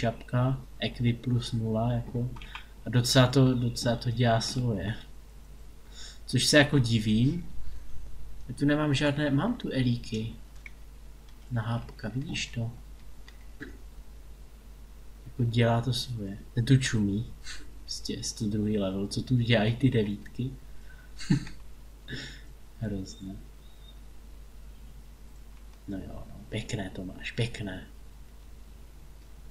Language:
Czech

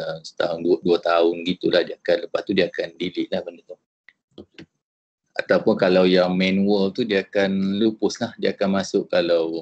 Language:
Malay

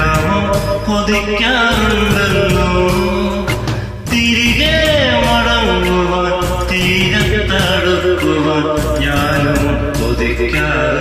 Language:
Malayalam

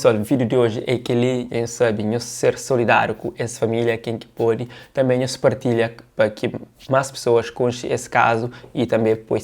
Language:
Kabuverdianu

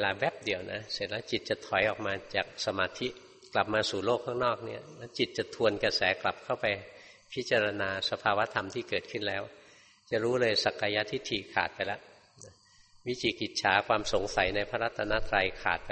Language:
Thai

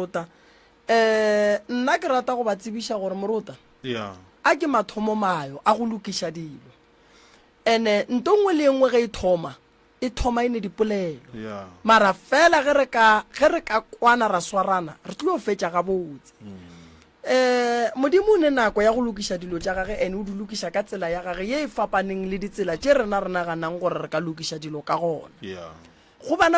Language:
Northern Sotho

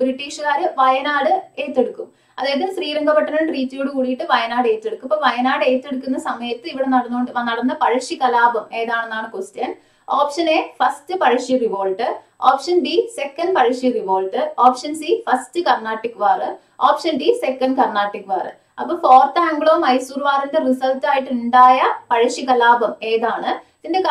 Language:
Malayalam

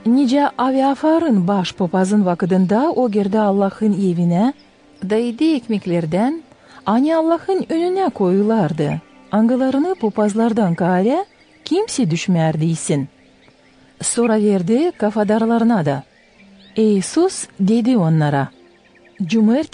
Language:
Gagauz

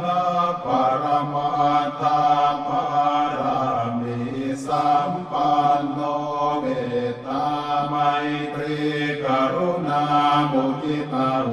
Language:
Pali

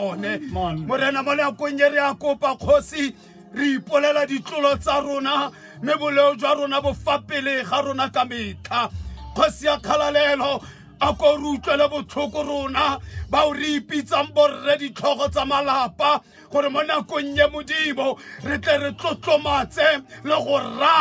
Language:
Tswana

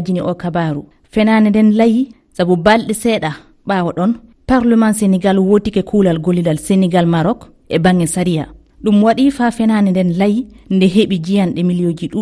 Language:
Fula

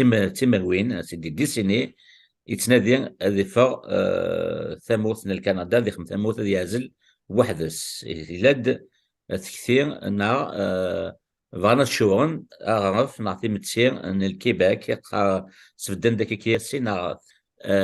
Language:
Kabyle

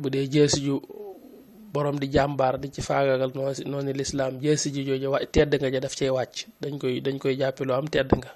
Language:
Wolof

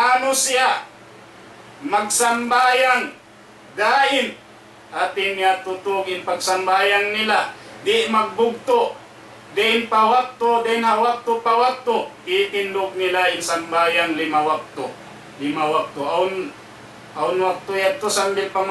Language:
Tausug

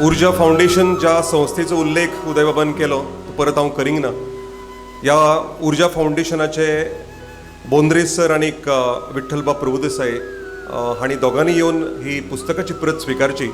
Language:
Konkani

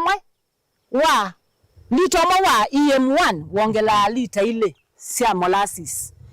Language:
Kamba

